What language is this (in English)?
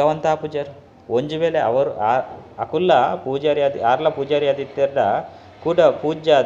Tulu